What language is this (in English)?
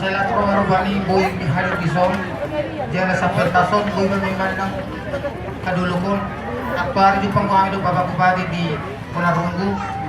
Batak Toba